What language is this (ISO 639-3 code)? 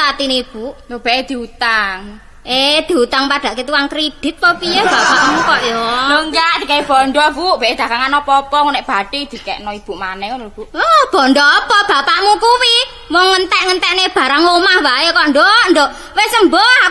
jav